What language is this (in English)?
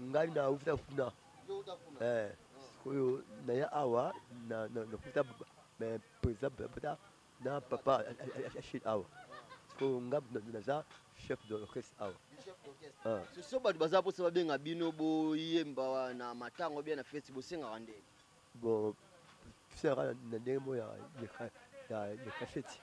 Lingala